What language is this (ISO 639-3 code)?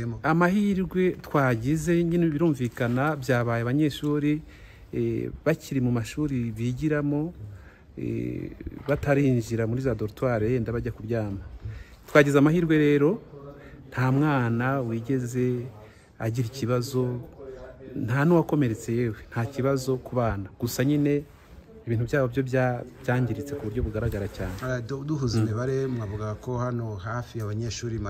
kin